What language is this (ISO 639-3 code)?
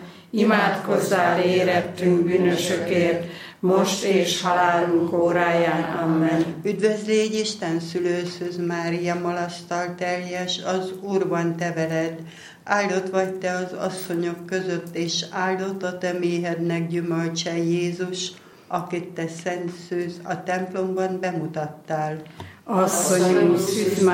hun